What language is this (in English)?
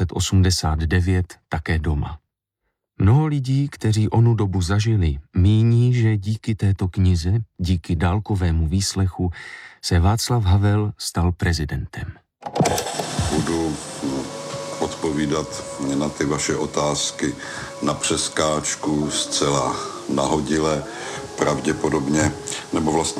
Czech